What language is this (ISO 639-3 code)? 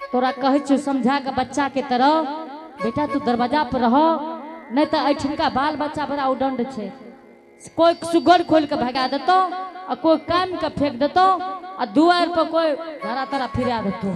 anp